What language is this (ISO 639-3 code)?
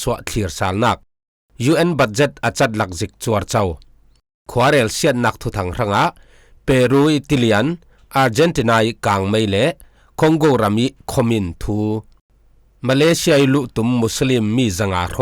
cfm